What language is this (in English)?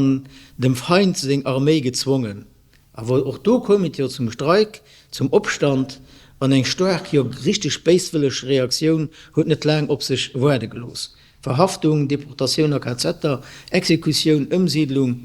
Luxembourgish